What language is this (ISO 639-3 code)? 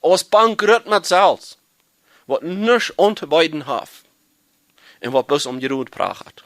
pdt